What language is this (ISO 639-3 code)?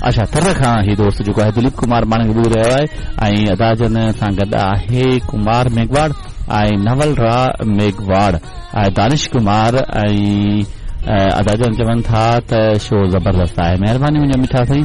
snd